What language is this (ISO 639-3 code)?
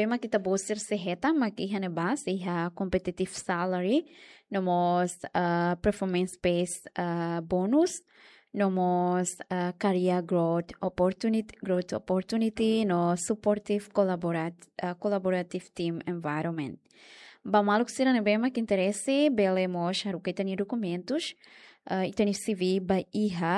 tet